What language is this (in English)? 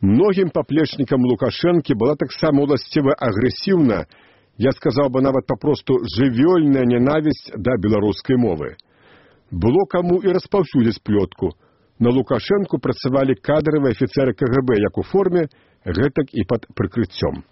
Belarusian